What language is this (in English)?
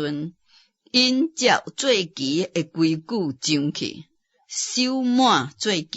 Min Nan Chinese